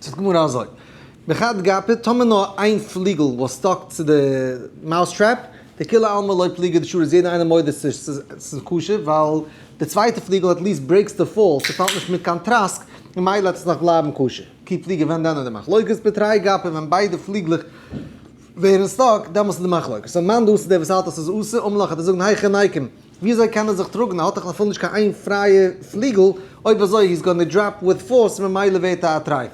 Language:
Yiddish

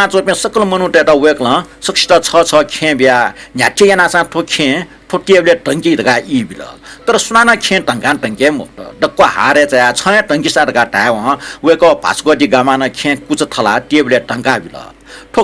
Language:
Newari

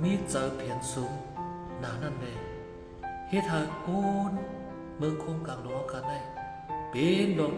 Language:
Shan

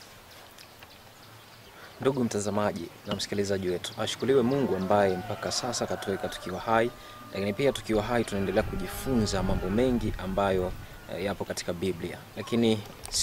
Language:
Swahili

